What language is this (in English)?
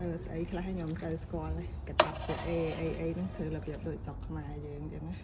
Khmer